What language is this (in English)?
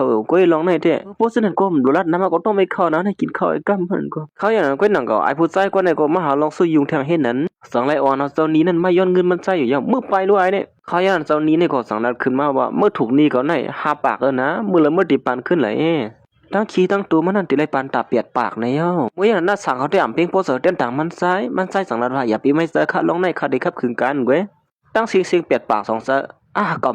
Shan